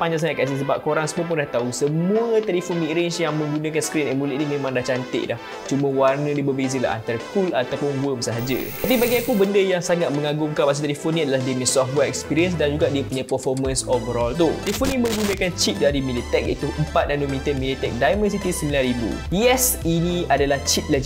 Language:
Malay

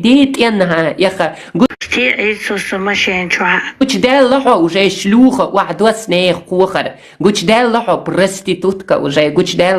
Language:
Chechen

